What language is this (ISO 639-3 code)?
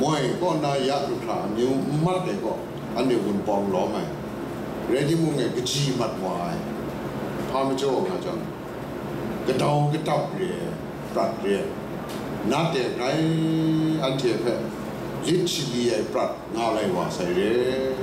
kac